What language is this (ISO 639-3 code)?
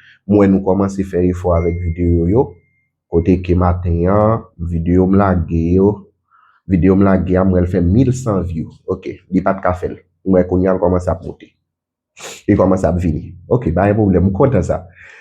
hat